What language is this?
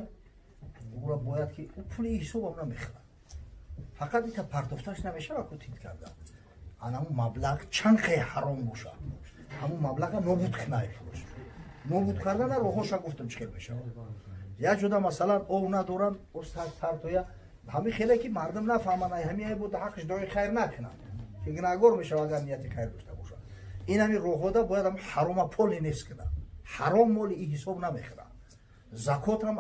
Tajik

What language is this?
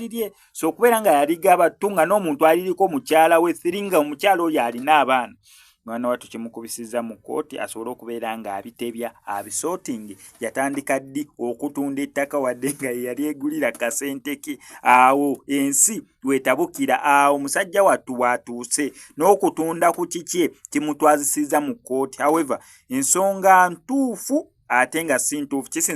Ganda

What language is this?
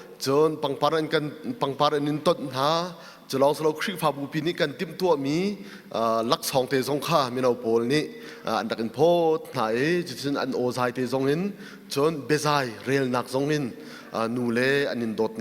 Hakha Chin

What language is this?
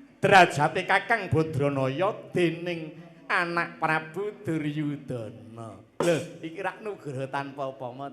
Javanese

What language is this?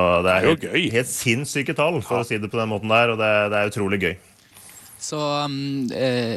Norwegian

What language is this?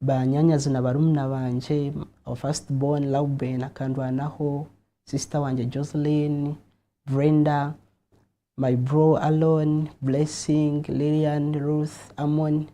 Nyankole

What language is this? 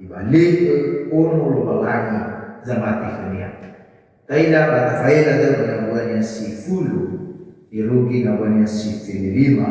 Nias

